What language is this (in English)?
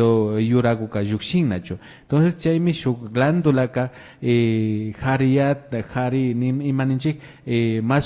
Imbabura Highland Quichua